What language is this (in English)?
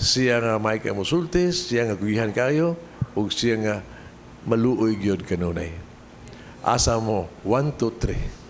Cebuano